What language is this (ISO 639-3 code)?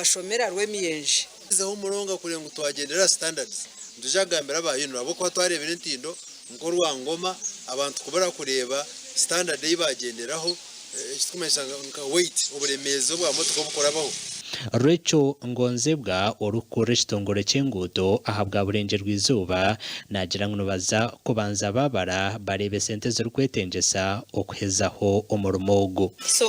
nyn